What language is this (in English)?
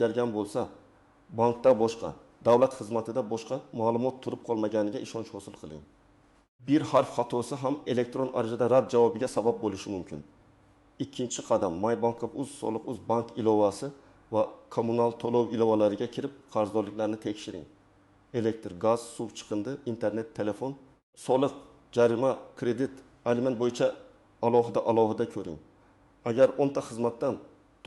Uzbek